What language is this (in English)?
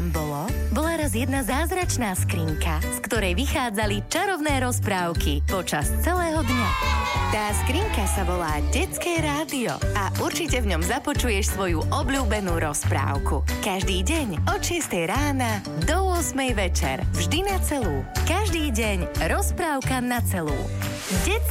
Slovak